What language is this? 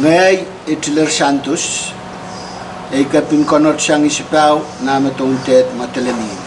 Pohnpeian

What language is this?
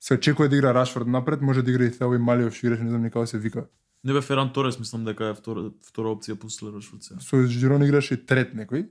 Macedonian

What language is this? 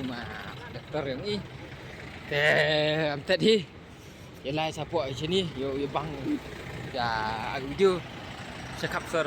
Khasi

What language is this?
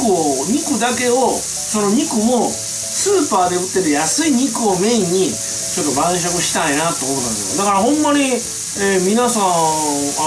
Japanese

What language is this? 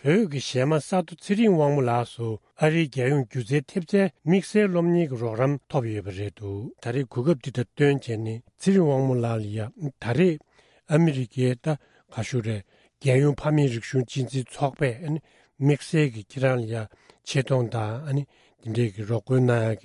Tibetan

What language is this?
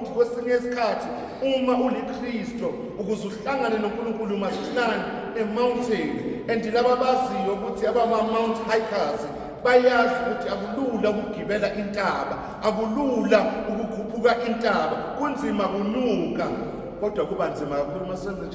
Zulu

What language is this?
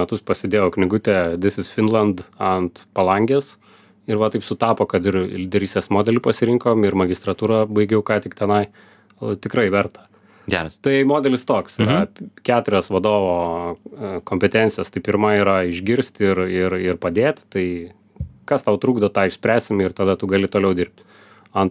Lithuanian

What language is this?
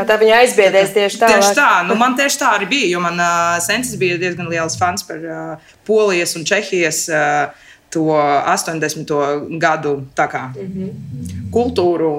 Latvian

